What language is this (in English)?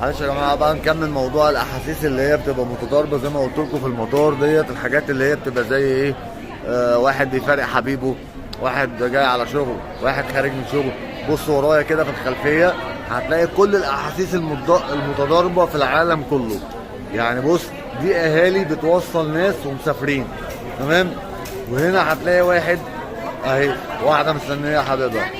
Egyptian Arabic